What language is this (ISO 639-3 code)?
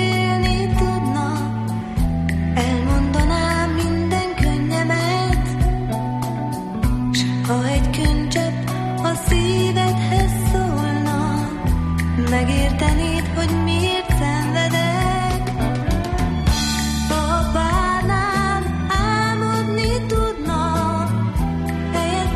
hun